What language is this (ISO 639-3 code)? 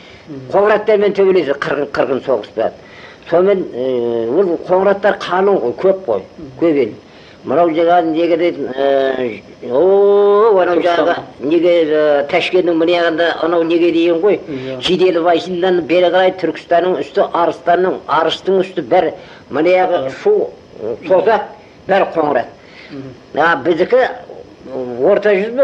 kaz